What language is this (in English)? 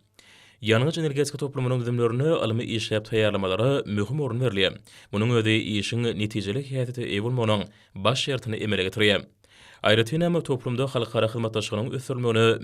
Turkmen